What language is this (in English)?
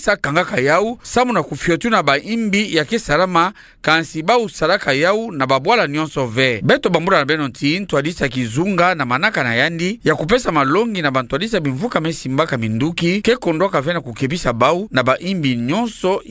Kituba (Democratic Republic of Congo)